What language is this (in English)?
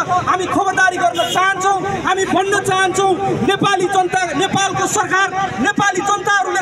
Nepali